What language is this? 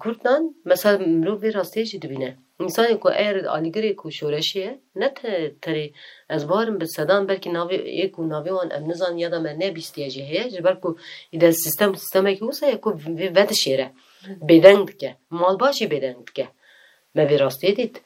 Kurdish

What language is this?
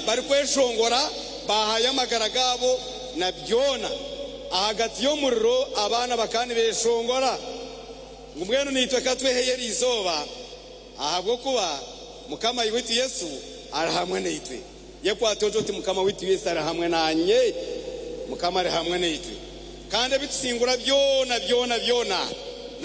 Nyankole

